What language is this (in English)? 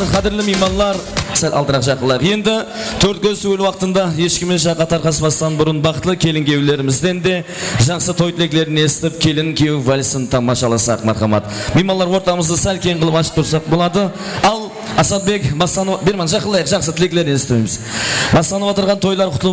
Kara-Kalpak